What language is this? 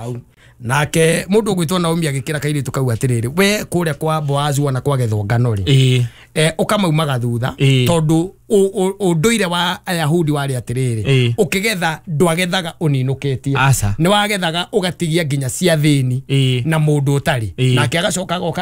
Kikuyu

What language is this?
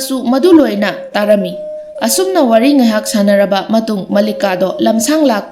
Manipuri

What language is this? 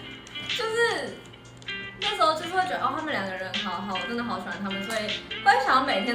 Chinese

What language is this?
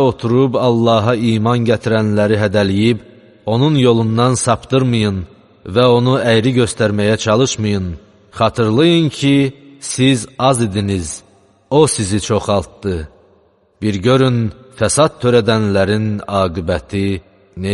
Azerbaijani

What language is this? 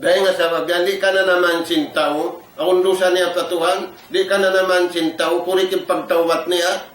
Tausug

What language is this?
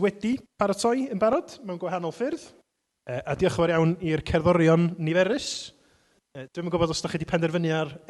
Welsh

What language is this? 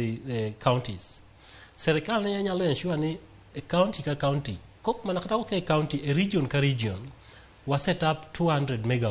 Luo (Kenya and Tanzania)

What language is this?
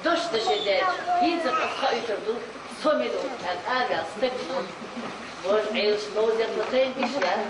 Chechen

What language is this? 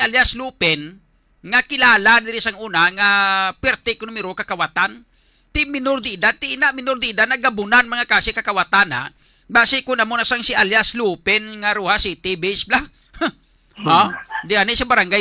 Hiligaynon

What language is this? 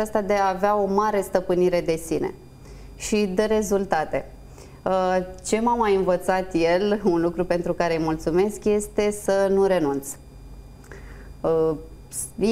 Romanian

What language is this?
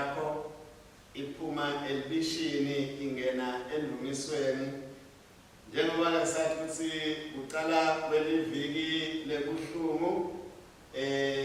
Swati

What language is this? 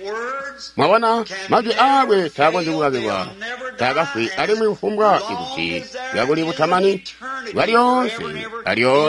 Tonga (Zambia)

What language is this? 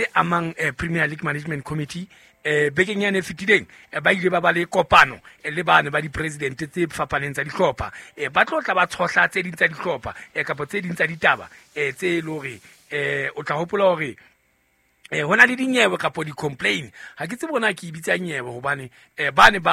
Southern Sotho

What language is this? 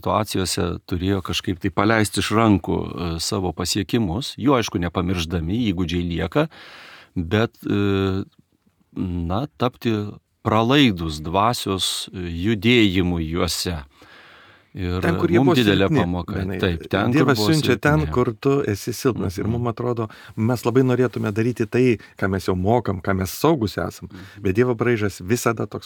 Lithuanian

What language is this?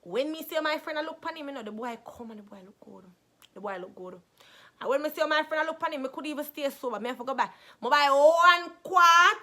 Jamaican Creole English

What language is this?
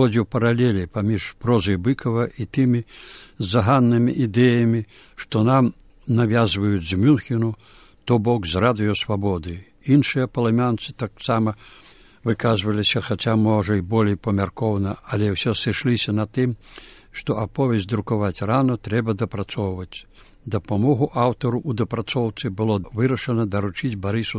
Belarusian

